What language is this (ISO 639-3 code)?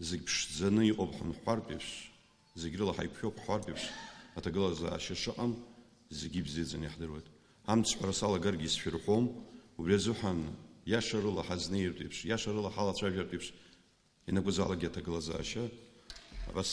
abk